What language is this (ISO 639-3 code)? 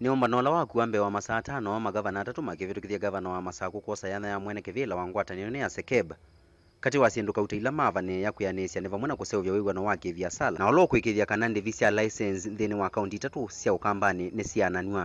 kam